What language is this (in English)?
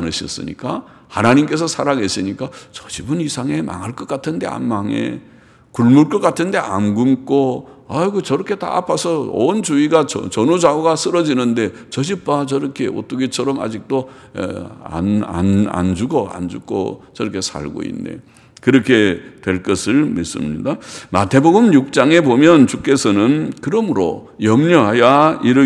Korean